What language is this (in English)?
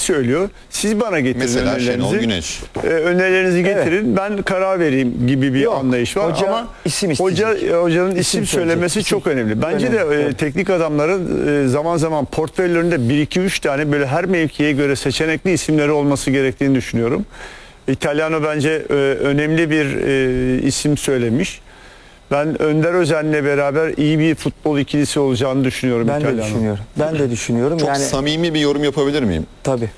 Turkish